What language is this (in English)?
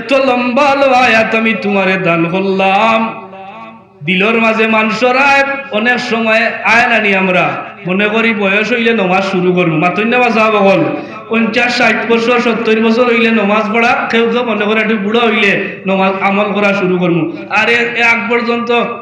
Sylheti